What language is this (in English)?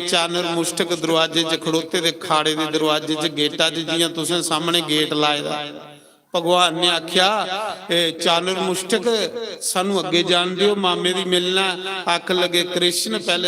Dogri